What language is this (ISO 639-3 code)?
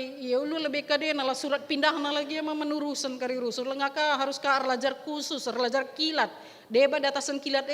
btx